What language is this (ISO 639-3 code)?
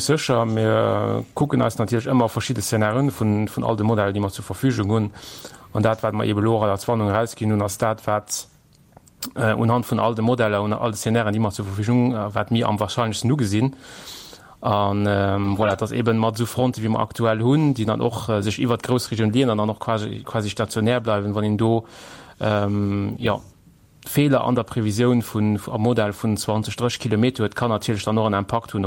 ltz